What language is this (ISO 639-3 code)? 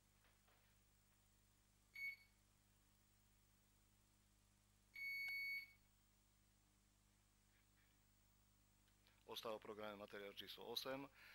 slk